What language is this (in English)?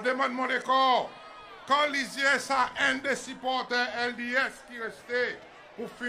Seselwa Creole French